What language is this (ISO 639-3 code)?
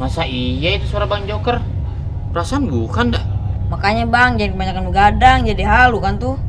bew